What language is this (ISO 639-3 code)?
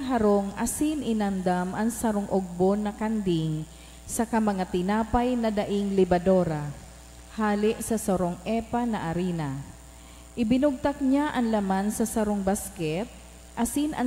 bik